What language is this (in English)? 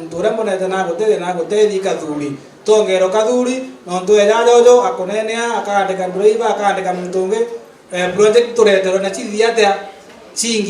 Meru